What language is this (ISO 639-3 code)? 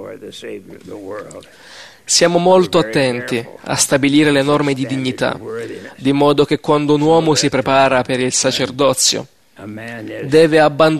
ita